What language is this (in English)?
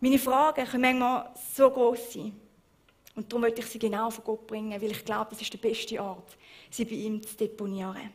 Swiss German